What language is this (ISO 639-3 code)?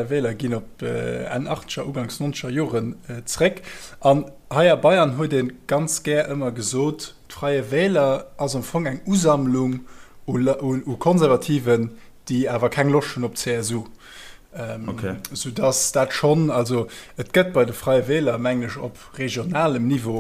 ltz